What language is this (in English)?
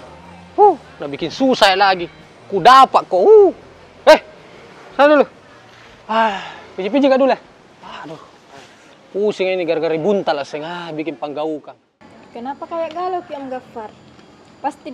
Makassar Malay